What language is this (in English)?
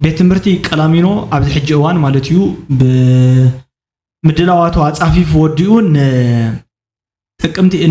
Tigrinya